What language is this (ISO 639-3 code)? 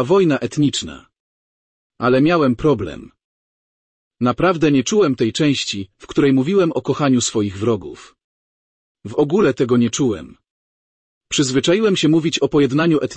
pol